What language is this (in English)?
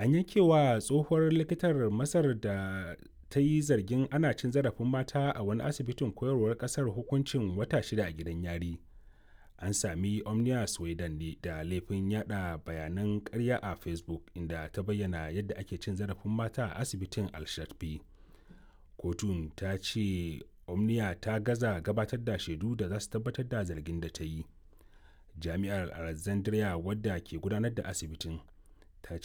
Hausa